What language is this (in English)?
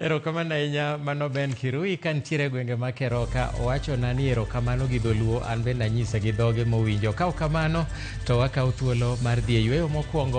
Luo (Kenya and Tanzania)